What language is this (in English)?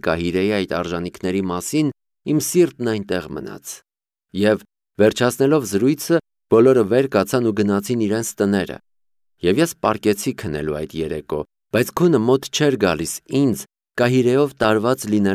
Armenian